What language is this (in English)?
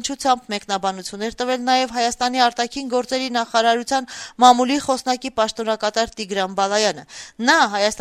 Armenian